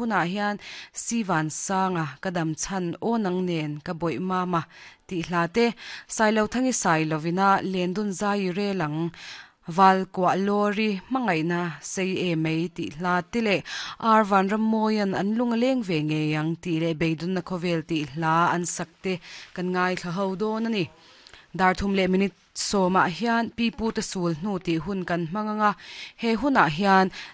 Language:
Mizo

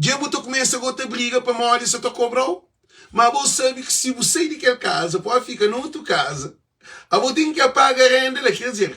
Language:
Kabuverdianu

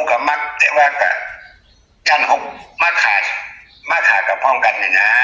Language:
Northeastern Thai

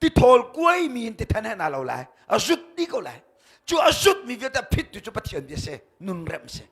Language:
Hakha Chin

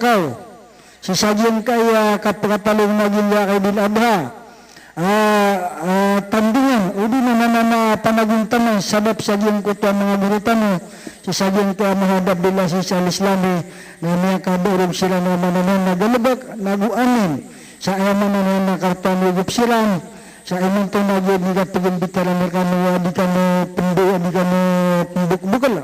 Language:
Maranao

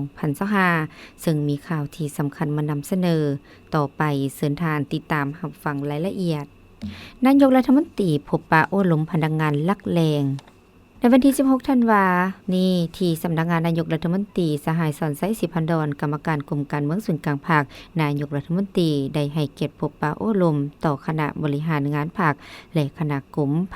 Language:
Lao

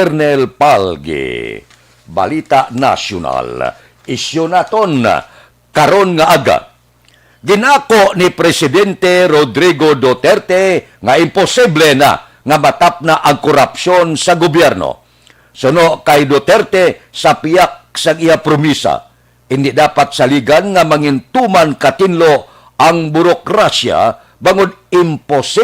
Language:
Hiligaynon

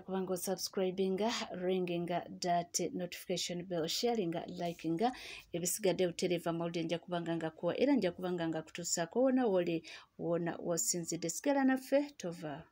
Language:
Ganda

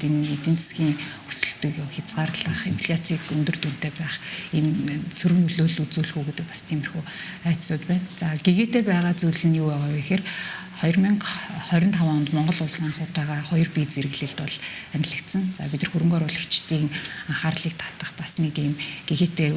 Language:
Mongolian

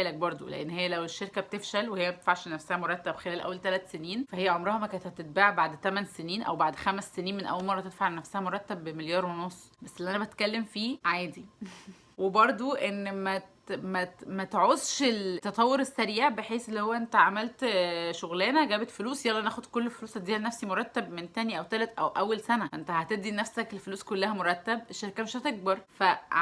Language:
Egyptian Arabic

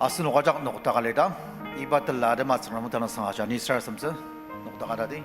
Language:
Ao Naga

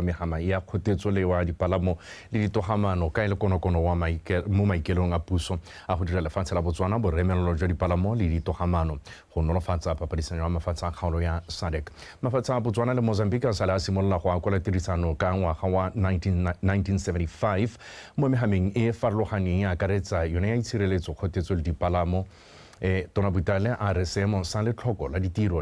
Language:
Tswana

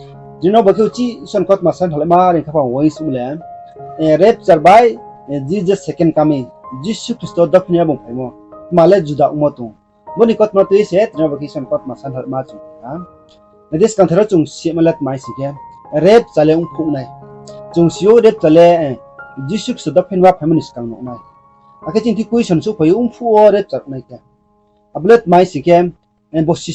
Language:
Riang (India)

